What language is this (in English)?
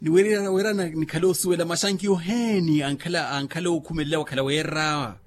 Makhuwa